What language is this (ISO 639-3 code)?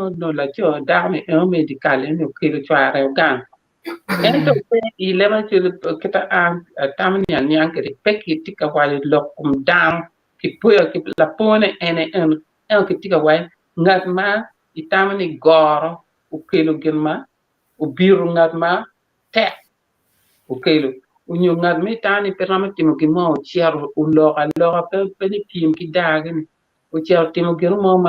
ach